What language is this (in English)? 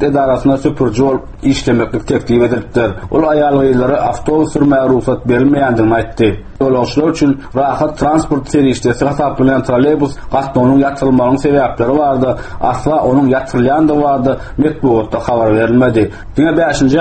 Turkmen